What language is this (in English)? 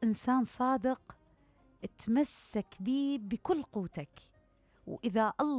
Mesopotamian Arabic